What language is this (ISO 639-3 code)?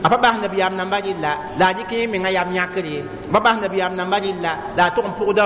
mos